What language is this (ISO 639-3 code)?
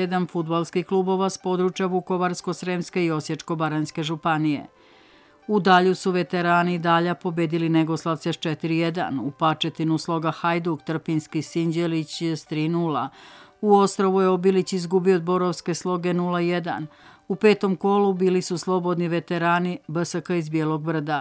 srp